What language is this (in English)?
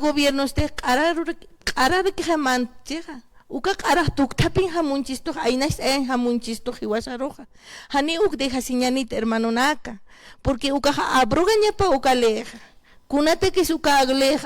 Aymara